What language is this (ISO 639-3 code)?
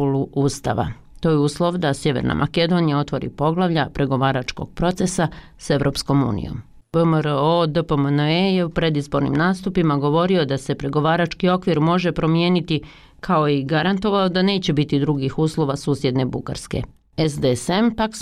bos